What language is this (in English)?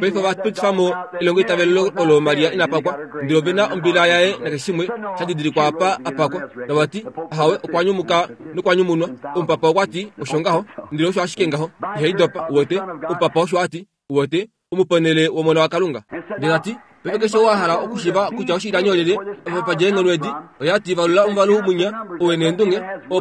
Kuanyama